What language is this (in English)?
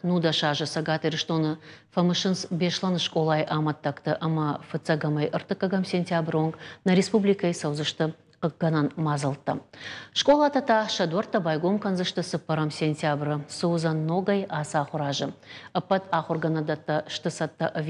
Ossetic